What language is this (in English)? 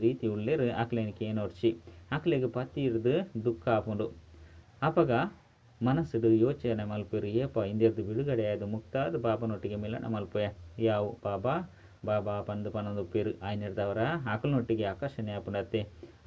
Tulu